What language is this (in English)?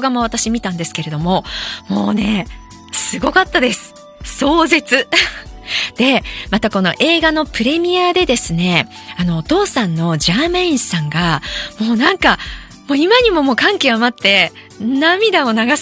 Japanese